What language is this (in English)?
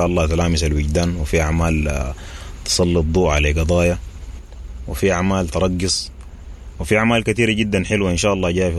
Sudanese Arabic